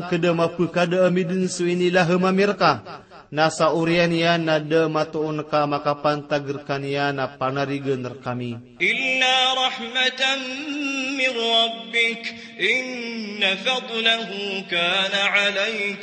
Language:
Maranao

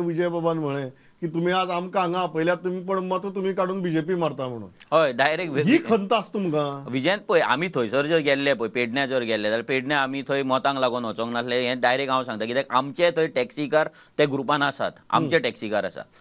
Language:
Konkani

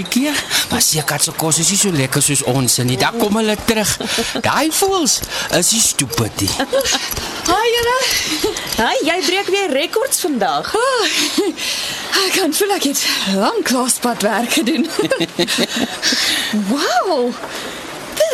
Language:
Afrikaans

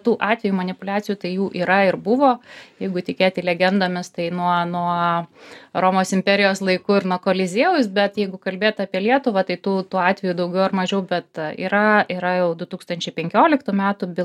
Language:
Lithuanian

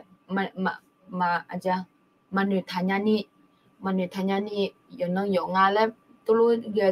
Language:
Akha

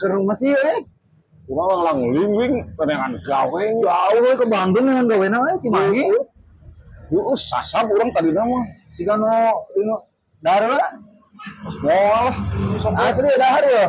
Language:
Sundanese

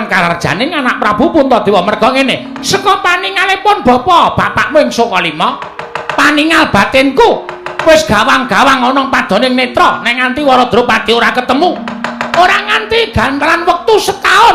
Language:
Javanese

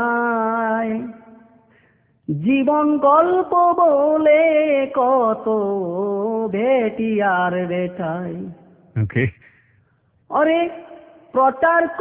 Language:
Bangla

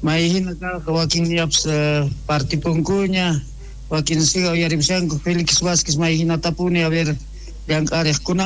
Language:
South Bolivian Quechua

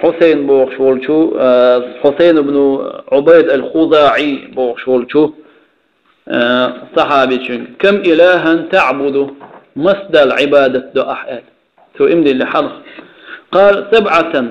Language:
Chechen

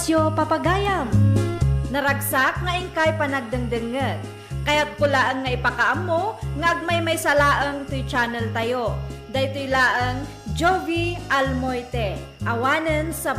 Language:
Iloko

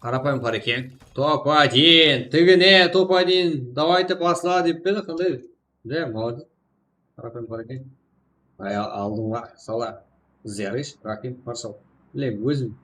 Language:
Kara-Kalpak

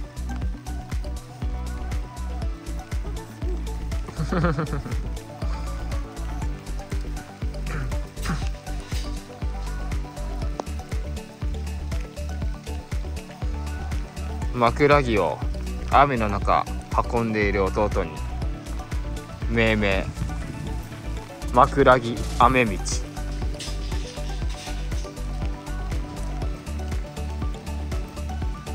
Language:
Japanese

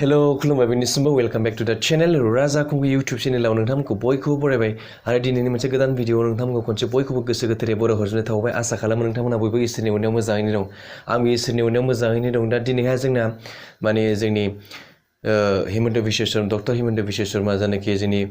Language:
Bodo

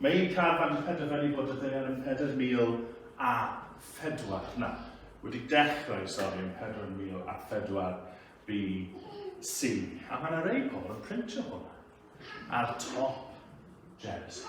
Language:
Welsh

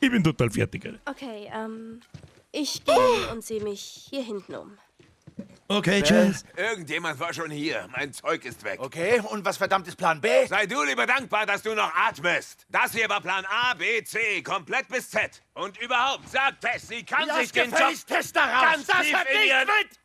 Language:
Bavarian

